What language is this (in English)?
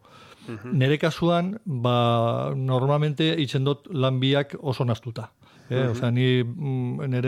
Basque